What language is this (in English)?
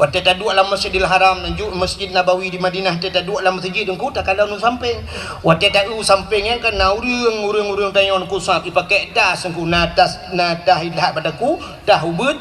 Achinese